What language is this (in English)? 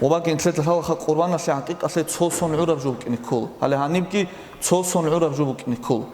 Avaric